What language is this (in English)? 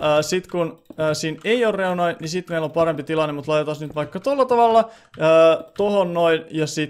Finnish